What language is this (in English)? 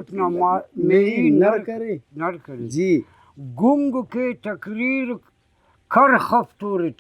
Brahui